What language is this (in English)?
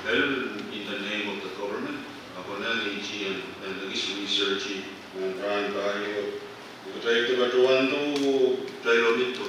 Pohnpeian